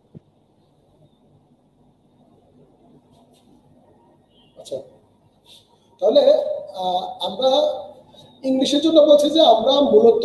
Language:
Bangla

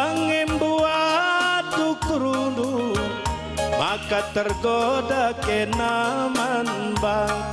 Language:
Batak Karo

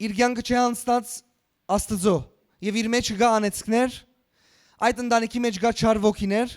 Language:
Western Armenian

